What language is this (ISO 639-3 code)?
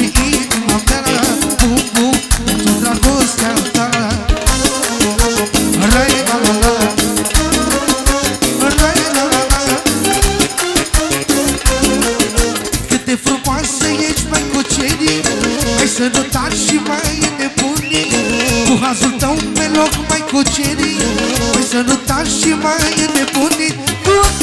ron